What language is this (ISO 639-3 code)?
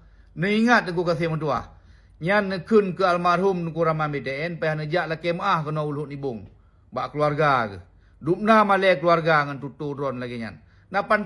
ace